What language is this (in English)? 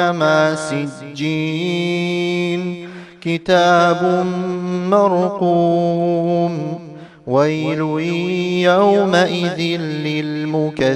Ingush